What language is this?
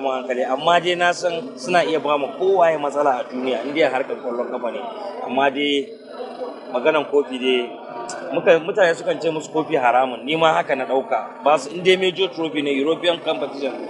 Hausa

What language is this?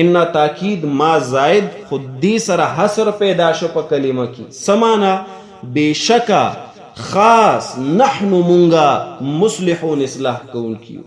Pashto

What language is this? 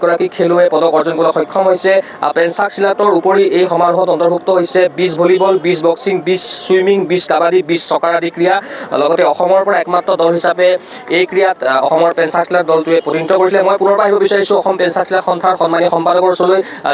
Assamese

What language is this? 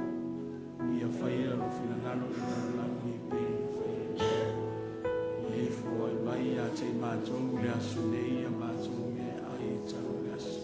Samoan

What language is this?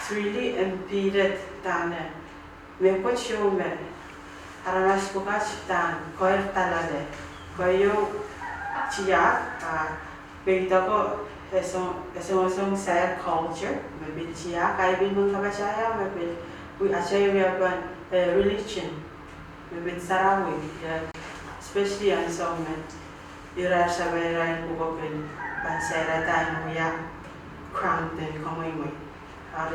Pohnpeian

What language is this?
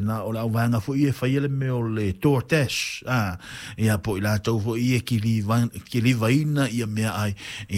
Samoan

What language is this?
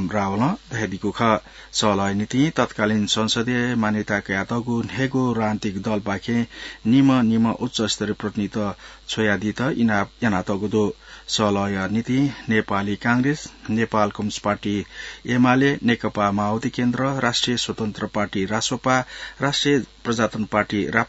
Newari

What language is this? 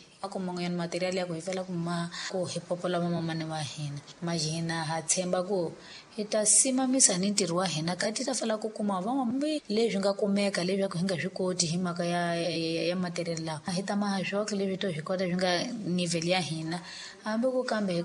Tsonga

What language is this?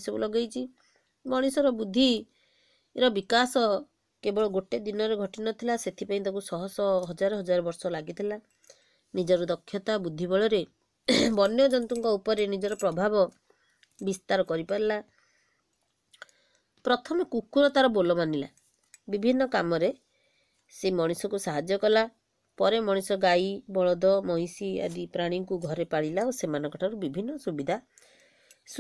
Odia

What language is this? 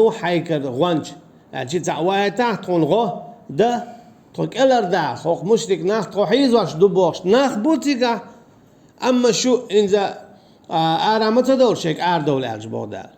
Chechen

